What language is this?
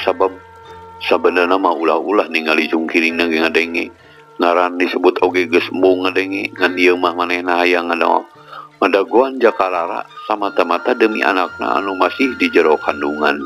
Sundanese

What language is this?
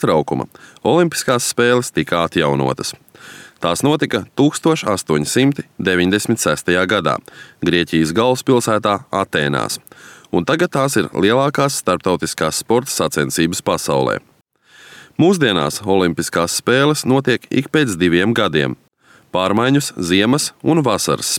Latvian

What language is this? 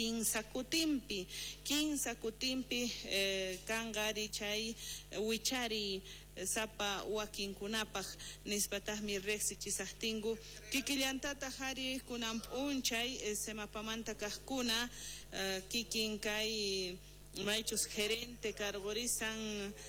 South Bolivian Quechua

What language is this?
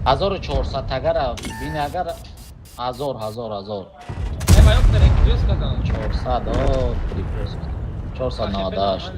Tajik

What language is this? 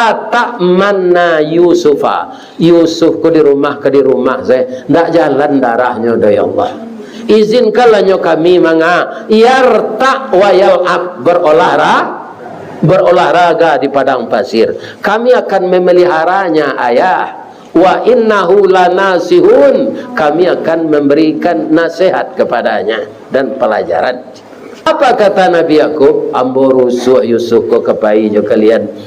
Minangkabau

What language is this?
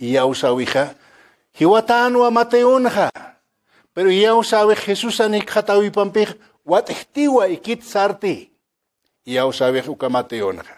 Aymara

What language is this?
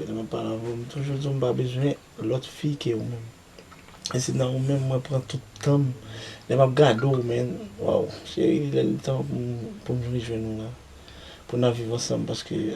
Haitian Creole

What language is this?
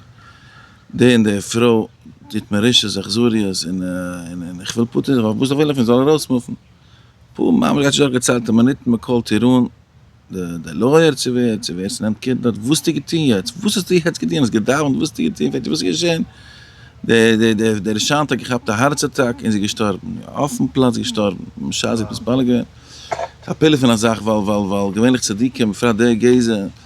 Yiddish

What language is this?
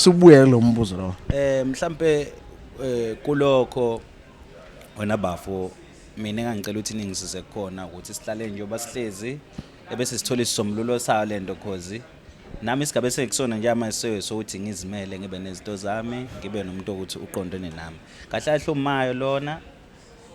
Zulu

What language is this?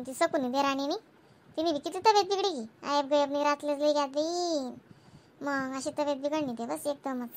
Khandesi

